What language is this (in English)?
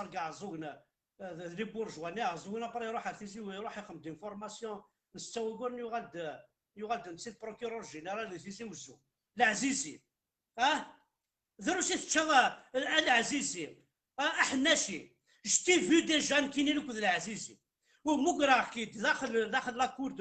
Kabyle